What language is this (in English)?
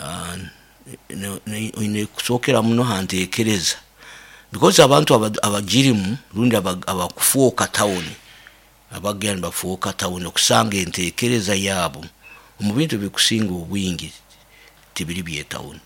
Nyoro